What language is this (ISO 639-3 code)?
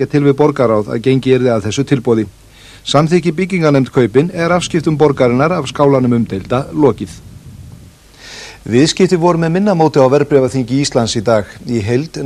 isl